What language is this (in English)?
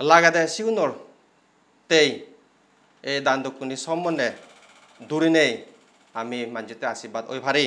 Chakma